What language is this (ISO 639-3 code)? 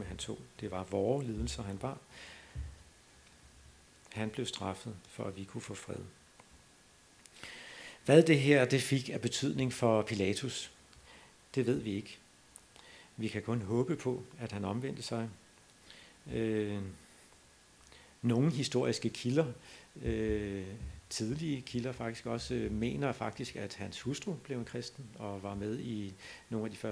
dan